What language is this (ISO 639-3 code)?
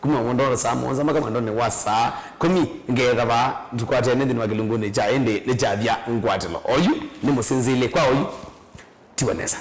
kam